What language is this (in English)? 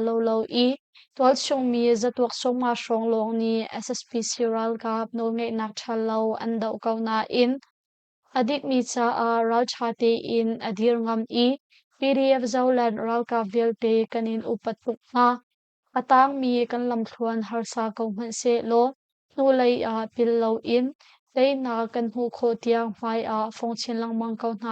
Hakha Chin